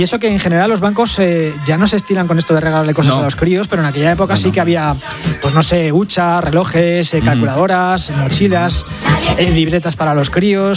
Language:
Spanish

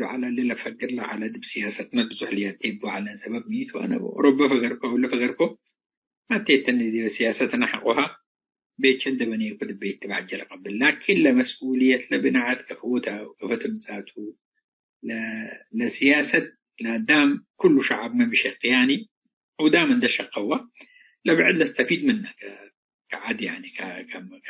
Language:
Tigre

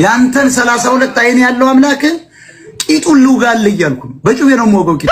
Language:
Amharic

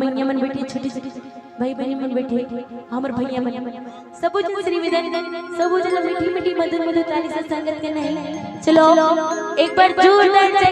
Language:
Chhattisgarhi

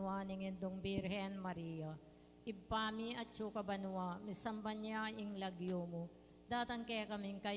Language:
Pampanga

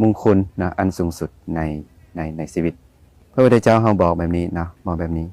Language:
Lao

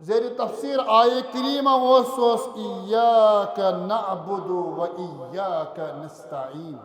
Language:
Kashmiri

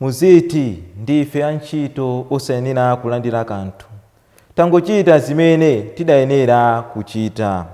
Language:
Nyanja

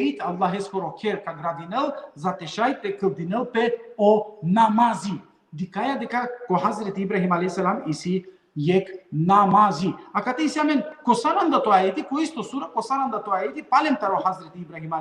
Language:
Balkan Romani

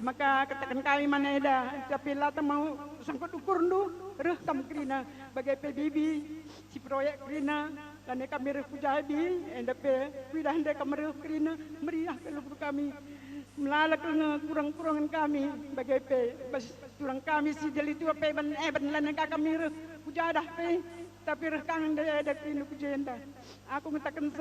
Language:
Batak Karo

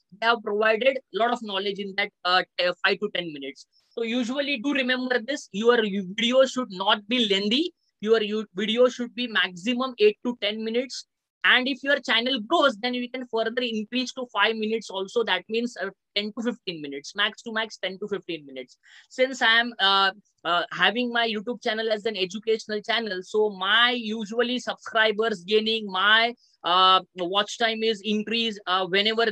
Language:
English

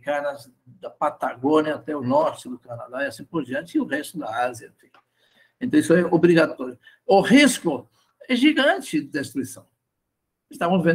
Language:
Portuguese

